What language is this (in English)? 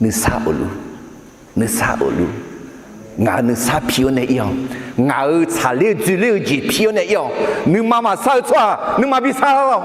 Akha